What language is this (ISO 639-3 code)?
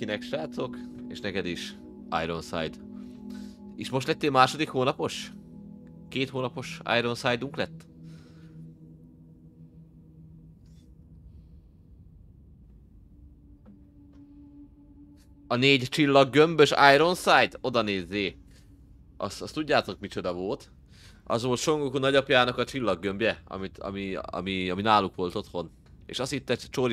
hun